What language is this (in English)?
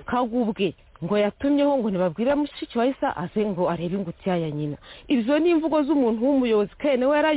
Kinyarwanda